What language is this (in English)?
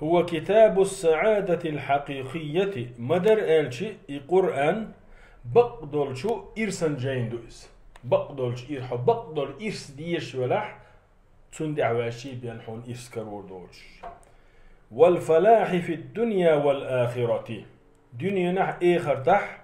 Chechen